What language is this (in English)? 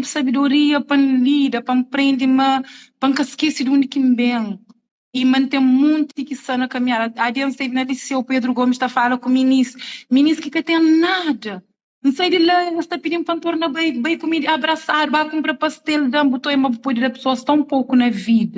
Kabuverdianu